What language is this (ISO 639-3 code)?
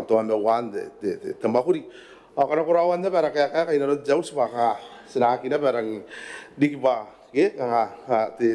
gil